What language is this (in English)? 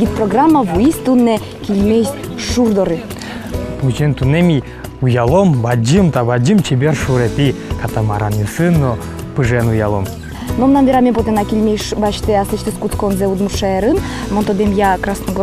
Udmurt